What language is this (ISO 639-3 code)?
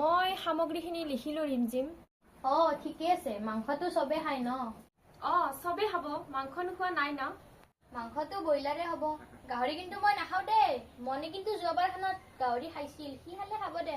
asm